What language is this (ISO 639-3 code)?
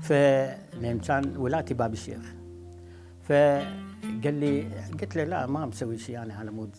acm